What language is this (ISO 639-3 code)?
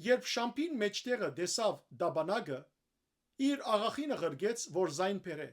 hyw